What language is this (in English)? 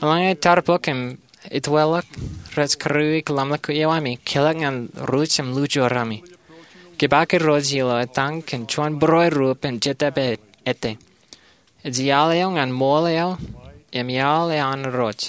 Marshallese